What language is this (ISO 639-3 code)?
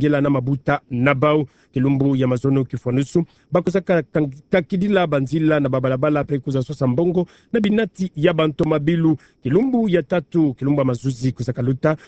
ktu